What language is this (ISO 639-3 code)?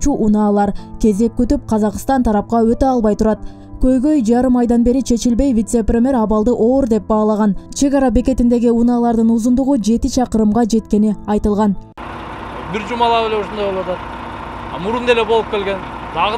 kir